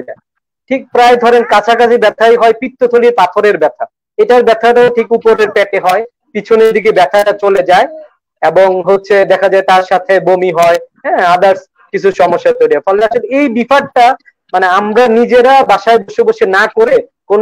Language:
Bangla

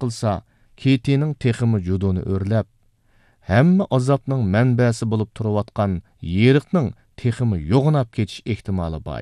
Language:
Uyghur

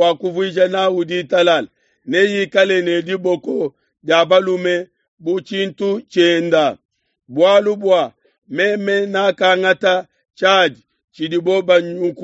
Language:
Luba-Lulua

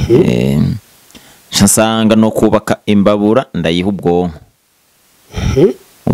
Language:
Rundi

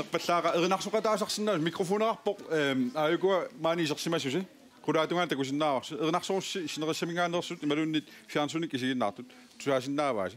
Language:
Kalaallisut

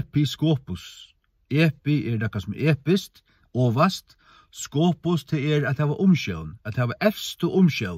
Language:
Faroese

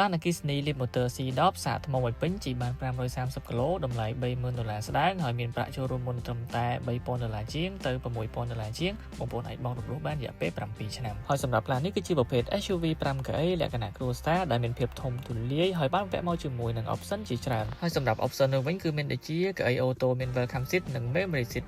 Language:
Khmer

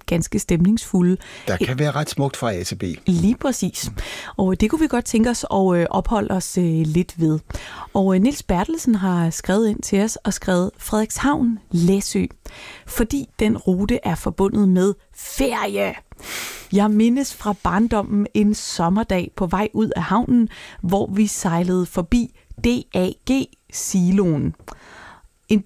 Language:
Danish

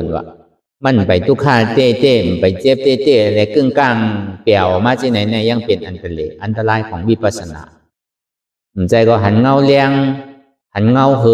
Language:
Shan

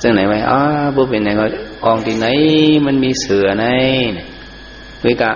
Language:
Shan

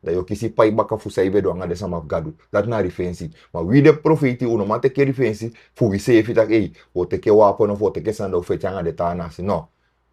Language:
Sranan Tongo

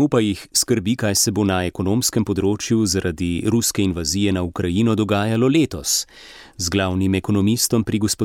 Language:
Slovenian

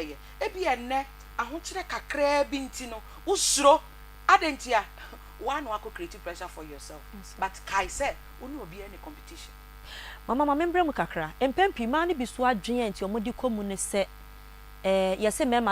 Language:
Akan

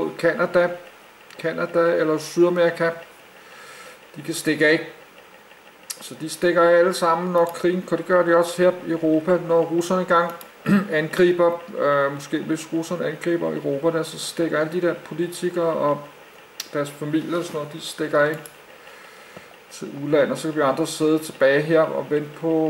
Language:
Danish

